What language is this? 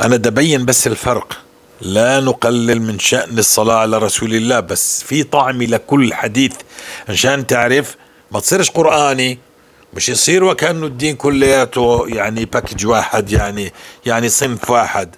North Levantine Arabic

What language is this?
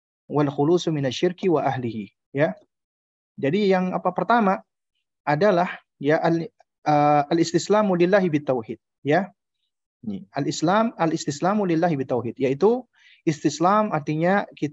Indonesian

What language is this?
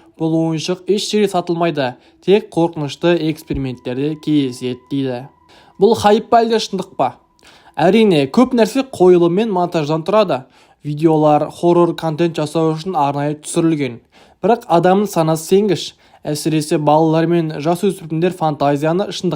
Kazakh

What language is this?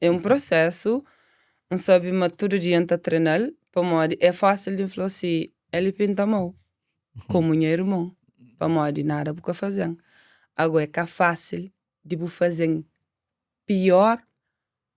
Kabuverdianu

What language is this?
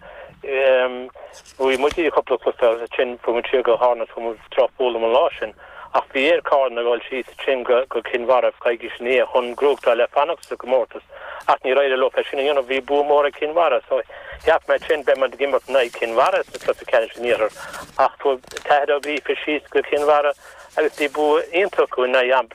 Irish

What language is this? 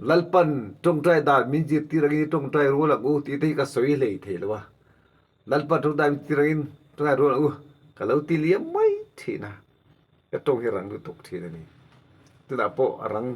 Mizo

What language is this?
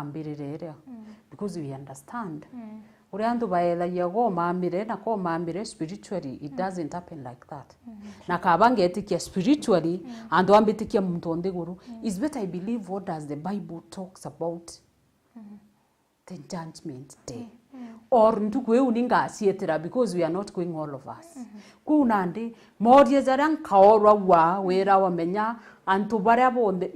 Meru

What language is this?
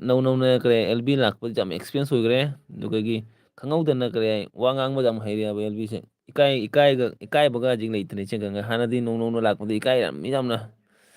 Manipuri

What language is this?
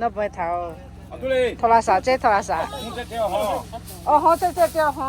Lahu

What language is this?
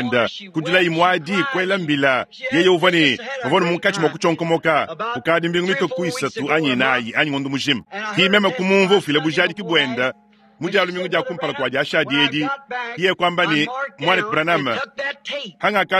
Luba-Lulua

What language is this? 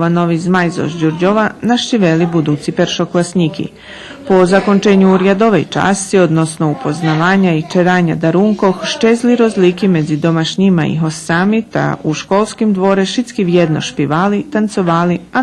Rusyn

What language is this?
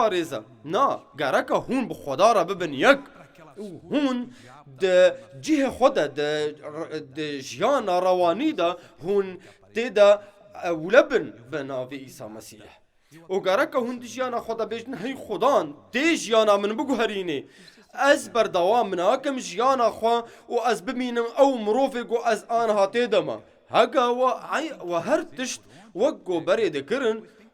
Kurdish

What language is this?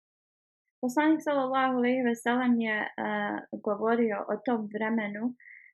Bosnian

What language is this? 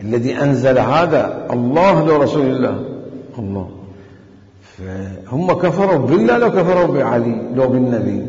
Mesopotamian Arabic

